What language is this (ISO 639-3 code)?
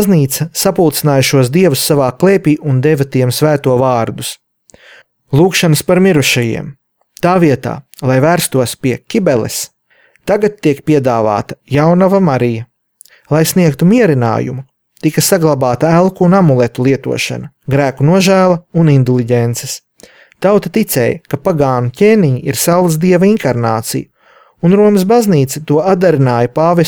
lav